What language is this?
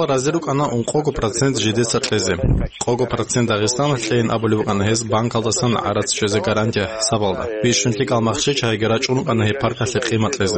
Avaric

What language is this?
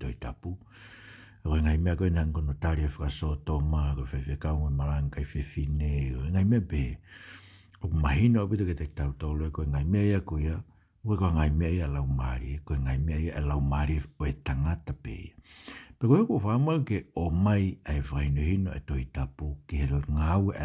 Tongan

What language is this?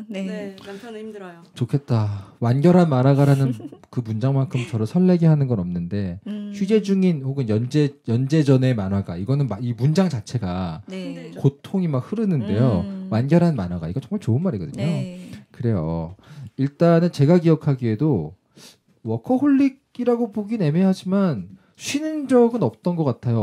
Korean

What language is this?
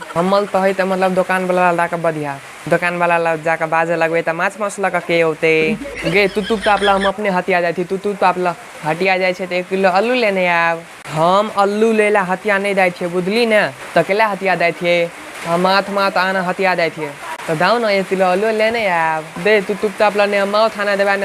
Maithili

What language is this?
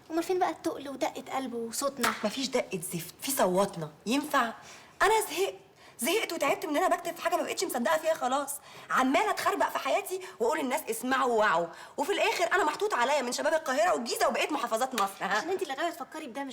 Egyptian Arabic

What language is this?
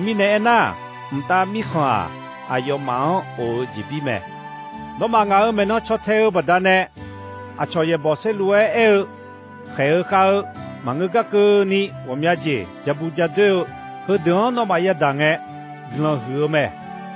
Akha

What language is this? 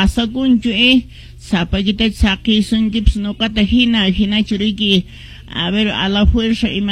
Quechua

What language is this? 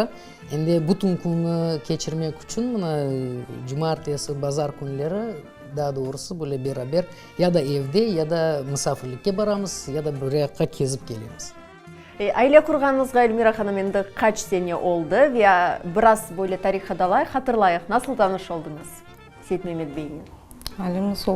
Crimean Tatar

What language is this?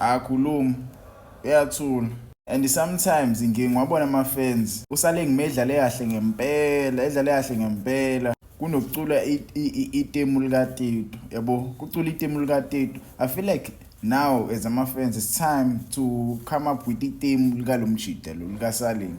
Zulu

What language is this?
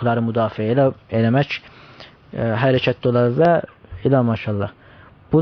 South Azerbaijani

